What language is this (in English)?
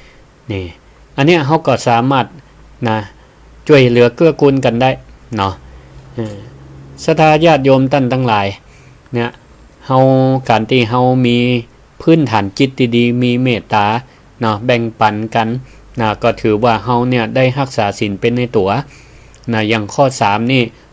Northern Thai